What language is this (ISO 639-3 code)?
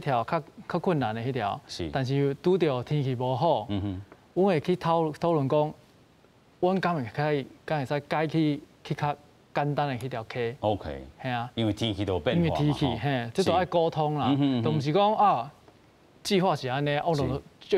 nan